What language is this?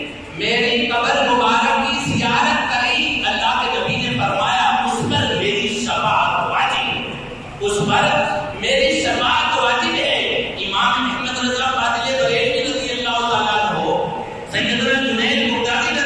Urdu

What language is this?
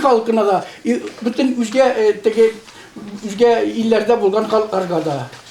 Tatar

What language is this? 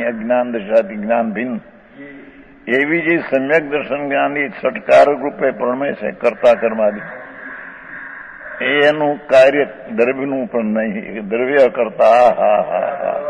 Gujarati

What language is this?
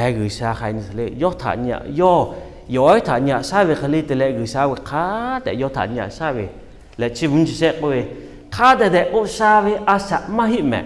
Lahu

